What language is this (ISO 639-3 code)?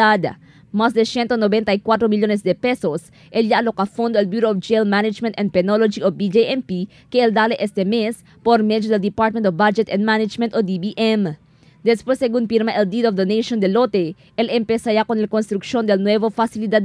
cbk